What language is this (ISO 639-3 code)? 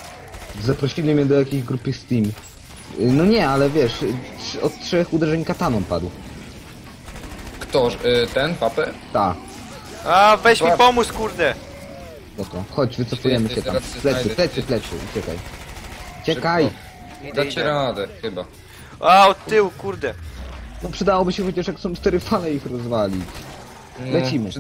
pol